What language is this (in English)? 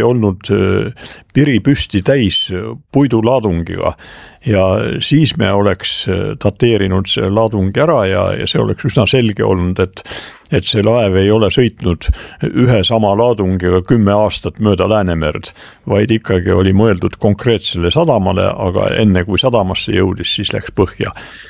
Estonian